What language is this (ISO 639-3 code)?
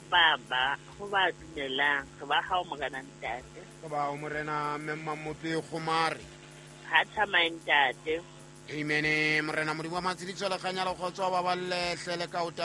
sot